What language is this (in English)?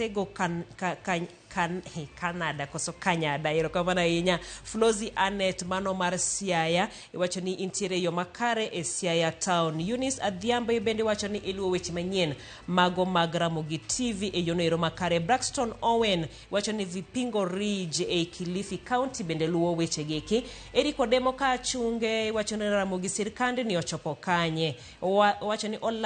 Luo (Kenya and Tanzania)